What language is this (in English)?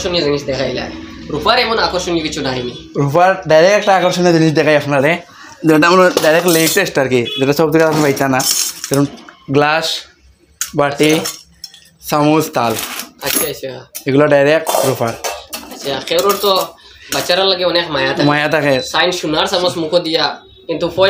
Sylheti